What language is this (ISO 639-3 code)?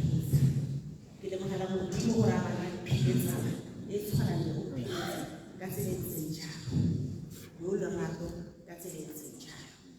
tsn